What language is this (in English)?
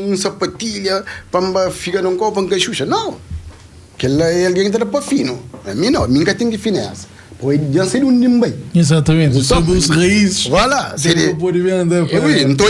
Kabuverdianu